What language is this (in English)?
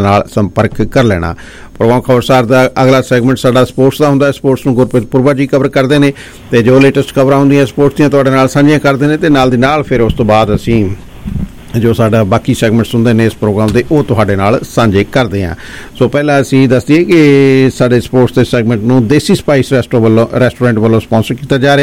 Punjabi